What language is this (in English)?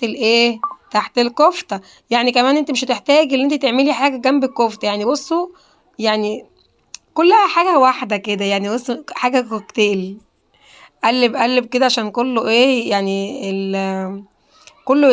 Egyptian Arabic